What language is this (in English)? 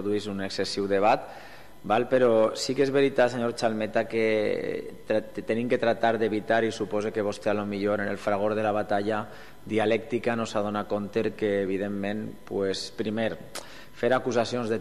Catalan